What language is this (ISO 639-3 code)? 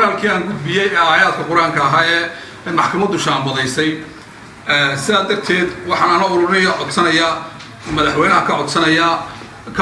som